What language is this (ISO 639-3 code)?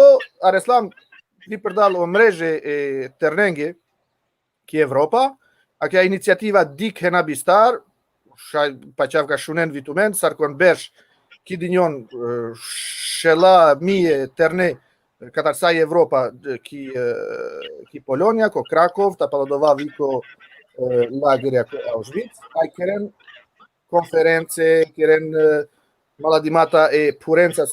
rmn